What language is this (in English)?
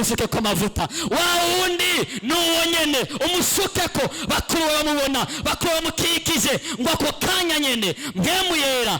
Rundi